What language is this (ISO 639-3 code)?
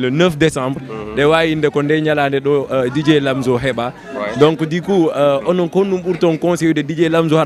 ful